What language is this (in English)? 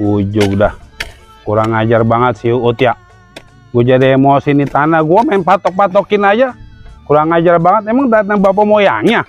Betawi